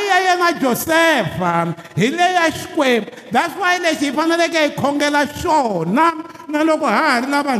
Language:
Tsonga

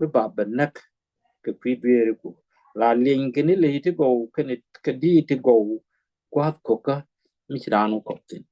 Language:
Nuer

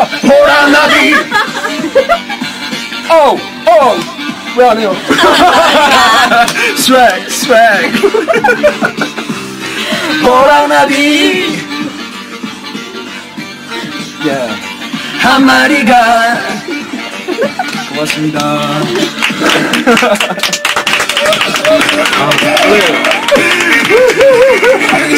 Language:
Korean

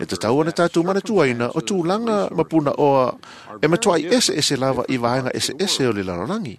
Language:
Samoan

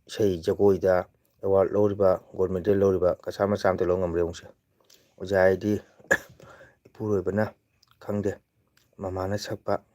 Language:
Manipuri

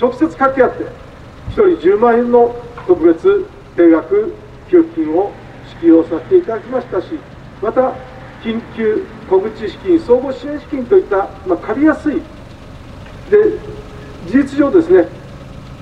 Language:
Japanese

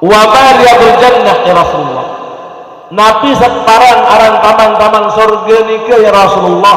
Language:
Sasak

